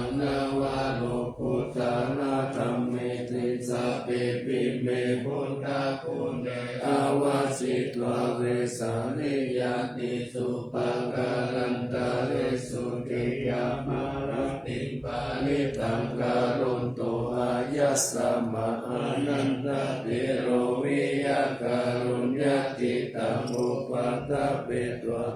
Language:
Pali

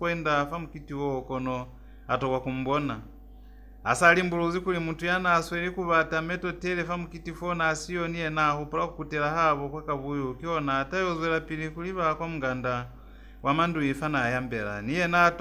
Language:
Lozi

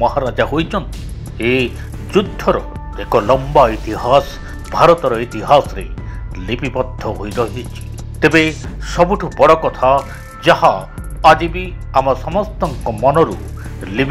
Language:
Odia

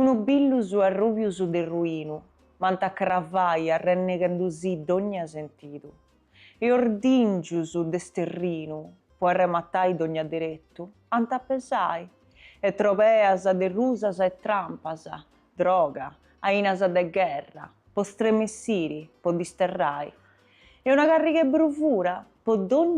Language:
Sardinian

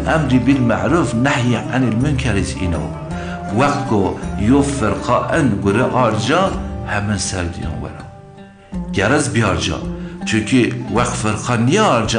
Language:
Zaza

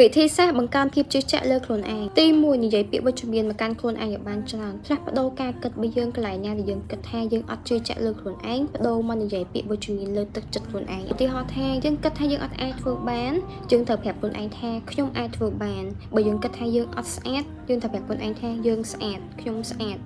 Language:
Khmer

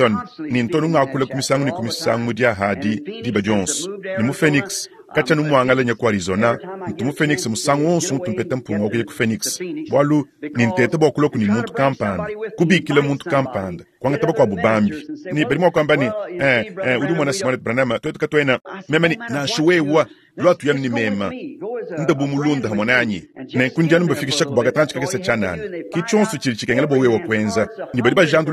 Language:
Luba-Lulua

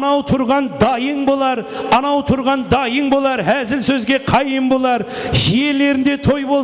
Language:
Kara-Kalpak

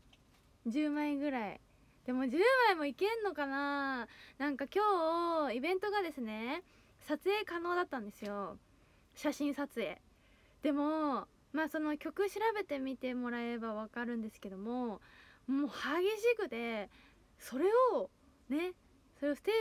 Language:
Japanese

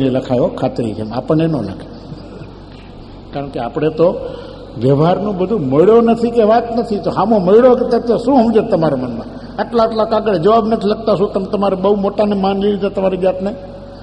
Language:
Gujarati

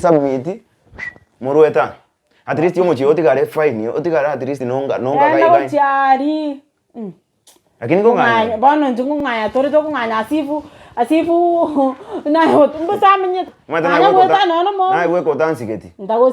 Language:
Gusii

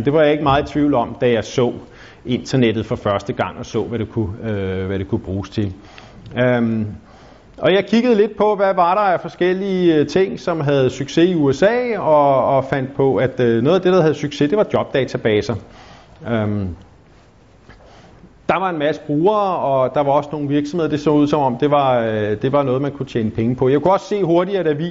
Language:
Danish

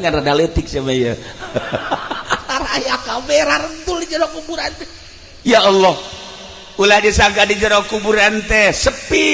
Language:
Sundanese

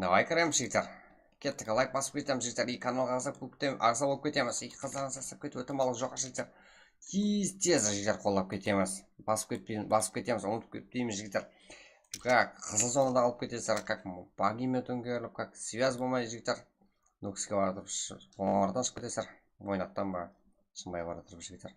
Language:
Kara-Kalpak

